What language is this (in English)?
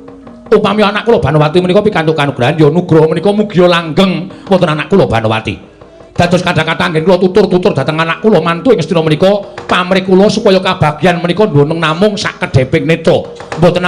Javanese